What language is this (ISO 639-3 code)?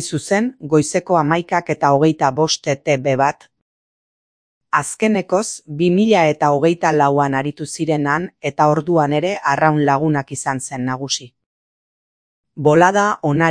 eus